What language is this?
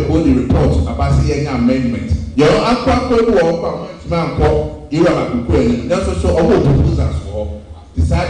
Akan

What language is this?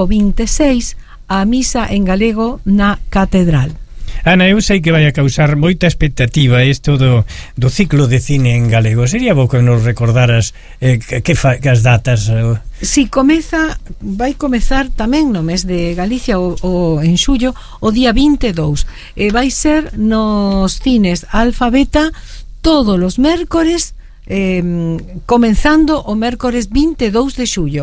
Galician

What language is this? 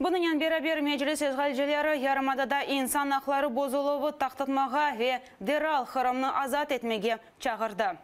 Crimean Tatar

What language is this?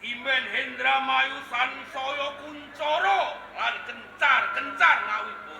Javanese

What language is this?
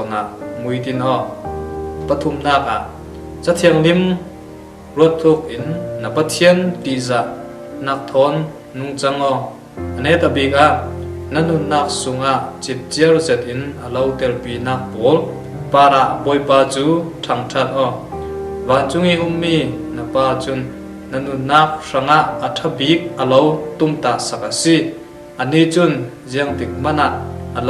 Falam Chin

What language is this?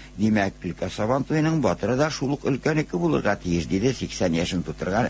Tatar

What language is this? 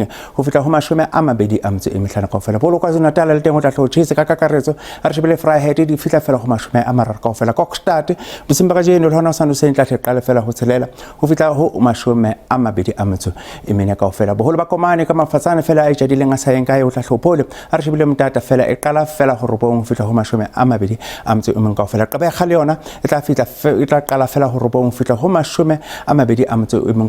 Southern Sotho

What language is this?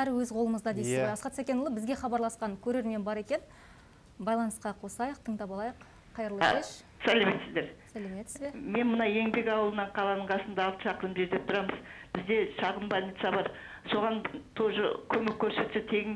Kazakh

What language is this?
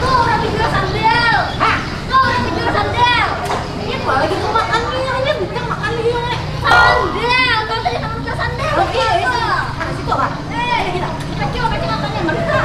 Banjar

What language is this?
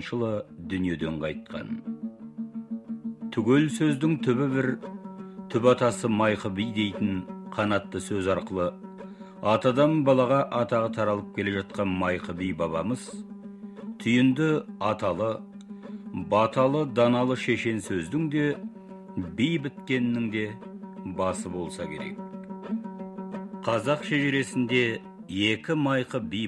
Kazakh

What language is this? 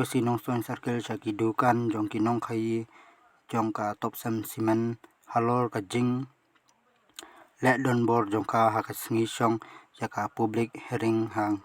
Khasi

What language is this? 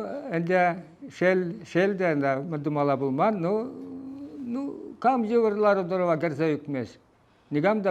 Chuvash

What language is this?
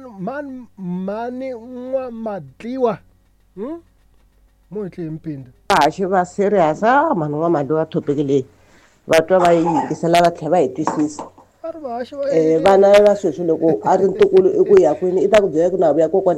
Tsonga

